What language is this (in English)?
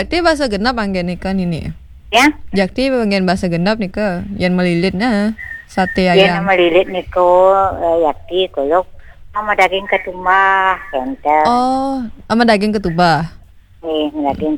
Balinese